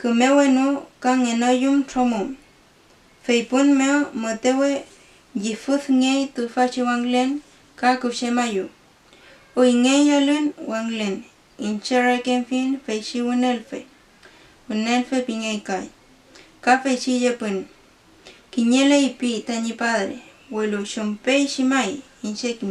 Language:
Mapuche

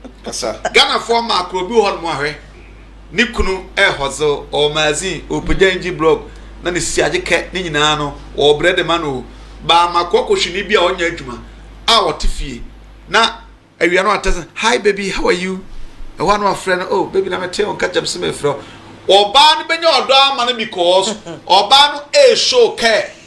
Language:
Akan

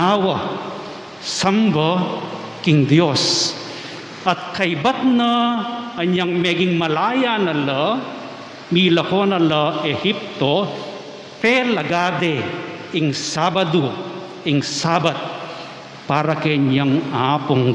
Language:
Pampanga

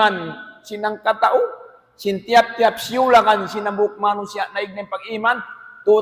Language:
Tausug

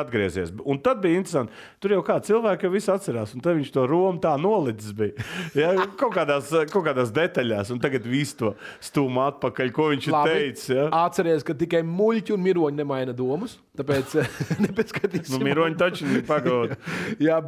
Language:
Latvian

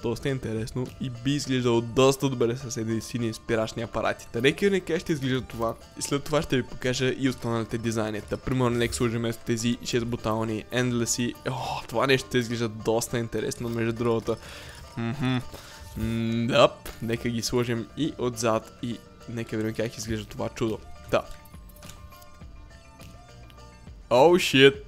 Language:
Bulgarian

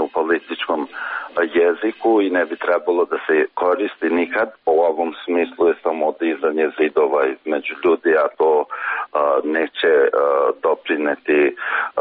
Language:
Serbian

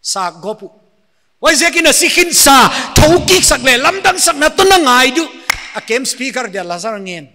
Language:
Paite Chin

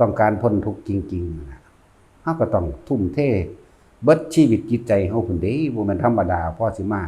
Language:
Northeastern Thai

